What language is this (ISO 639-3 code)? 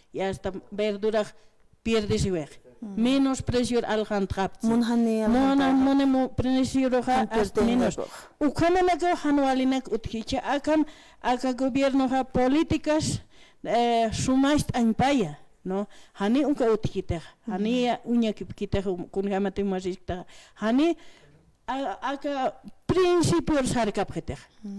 aym